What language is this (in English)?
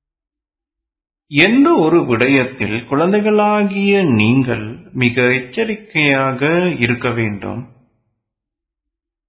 Tamil